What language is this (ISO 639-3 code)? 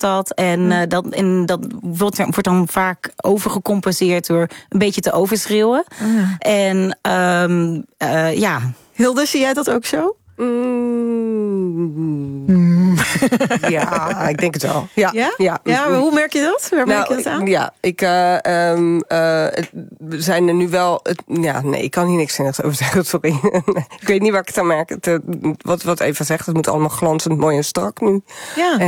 nld